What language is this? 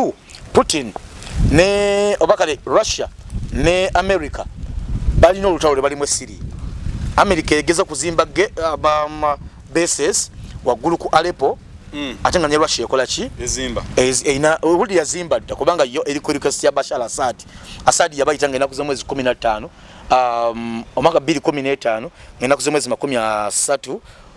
Ganda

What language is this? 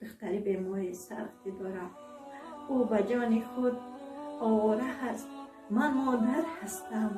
Tajik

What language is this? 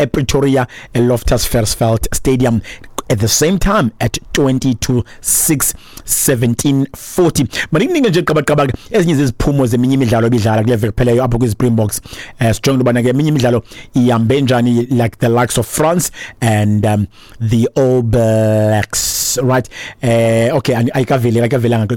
Xhosa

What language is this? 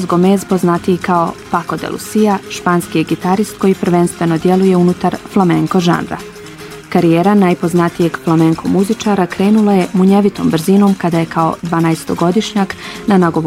Bosnian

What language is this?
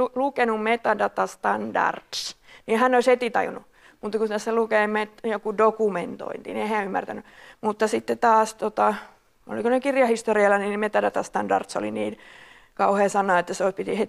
Finnish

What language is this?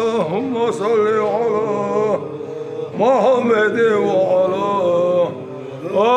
Chechen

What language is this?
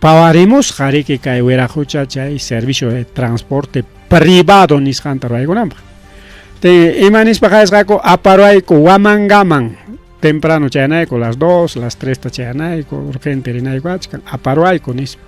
Ayacucho Quechua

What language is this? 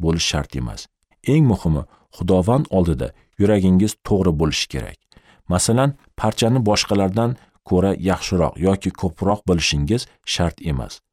Uzbek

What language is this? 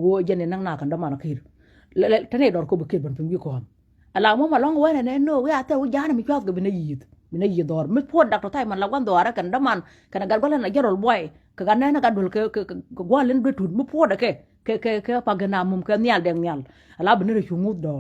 Nuer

